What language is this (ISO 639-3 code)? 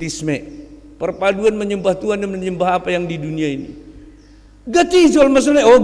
bts